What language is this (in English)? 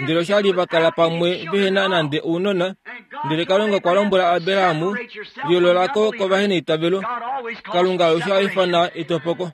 Kuanyama